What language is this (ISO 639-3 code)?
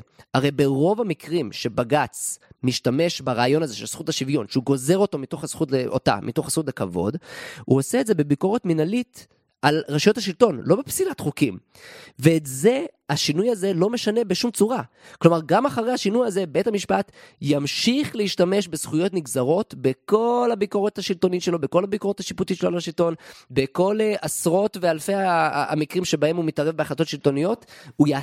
heb